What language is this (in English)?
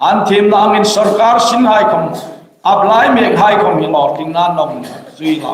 Hmar